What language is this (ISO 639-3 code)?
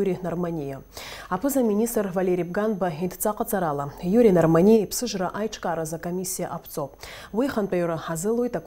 abk